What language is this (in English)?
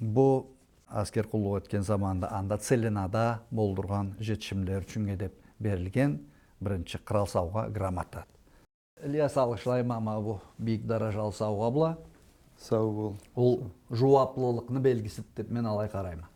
Karachay-Balkar